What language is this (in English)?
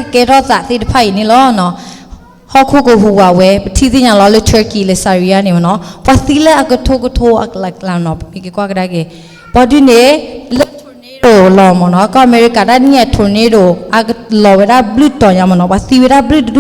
S'gaw Karen